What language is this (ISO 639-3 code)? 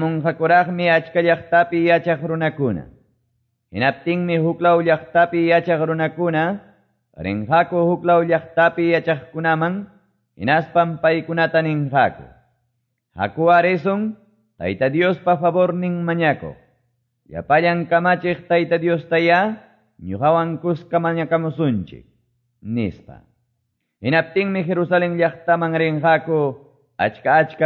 que